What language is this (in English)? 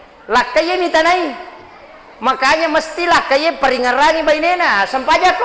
Buginese